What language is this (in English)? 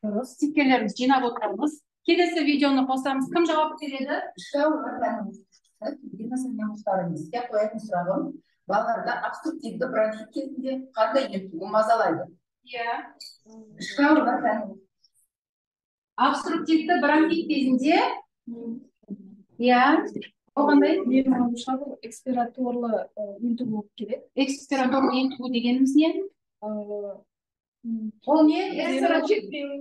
Kazakh